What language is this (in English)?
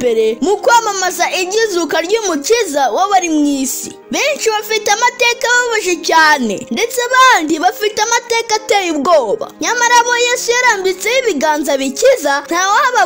Kinyarwanda